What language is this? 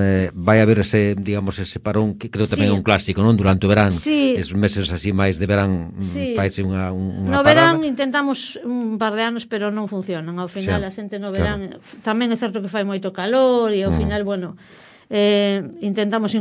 Galician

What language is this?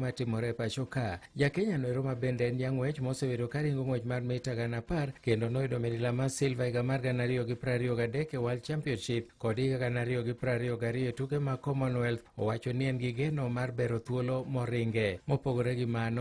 Luo (Kenya and Tanzania)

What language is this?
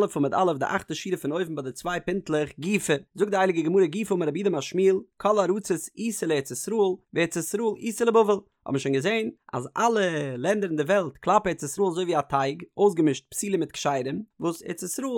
Yiddish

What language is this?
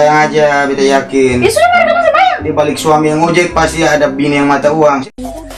Ambonese Malay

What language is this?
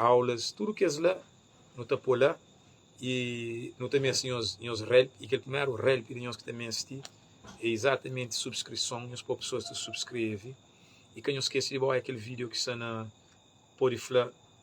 Kabuverdianu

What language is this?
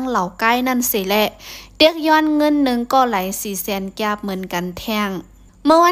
Shan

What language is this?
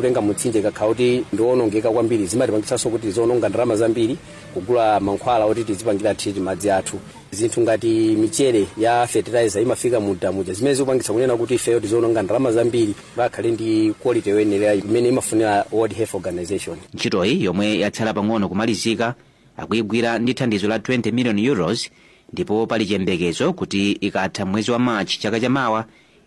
Nyanja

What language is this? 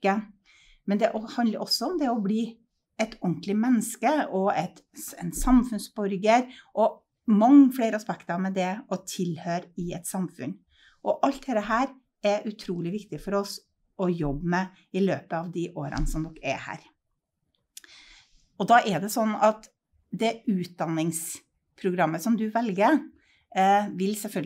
Norwegian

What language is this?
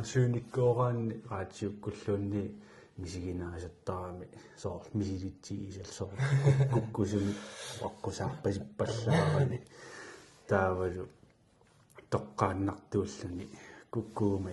Kalaallisut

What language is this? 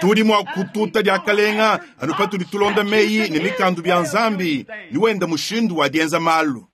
Luba-Lulua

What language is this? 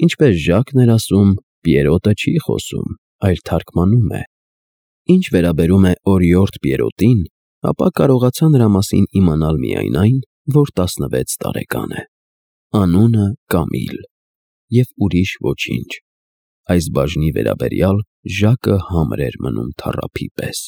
Armenian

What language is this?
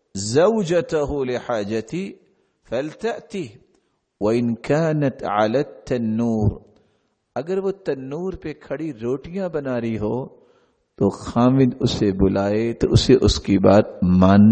Urdu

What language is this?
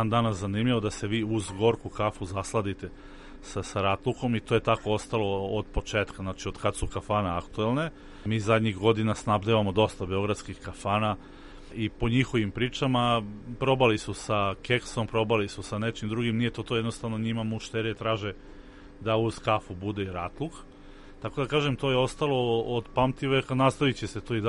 Serbian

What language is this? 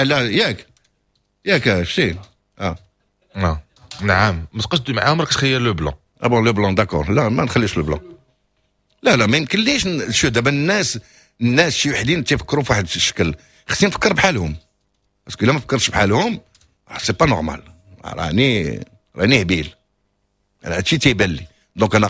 Moroccan Arabic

